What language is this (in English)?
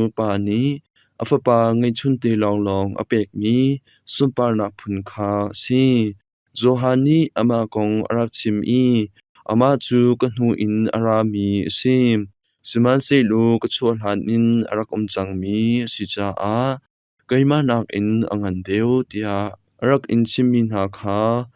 Hakha Chin